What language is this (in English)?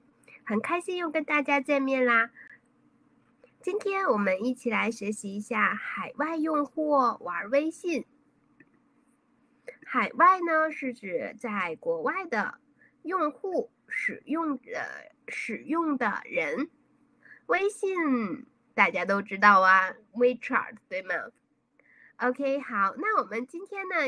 Chinese